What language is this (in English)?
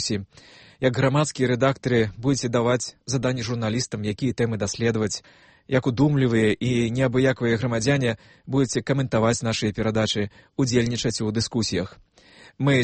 Belarusian